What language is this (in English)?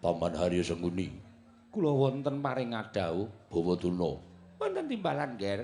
Javanese